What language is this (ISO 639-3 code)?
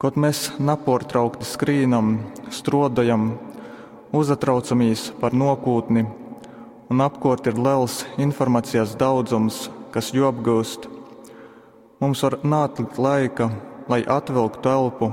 ltg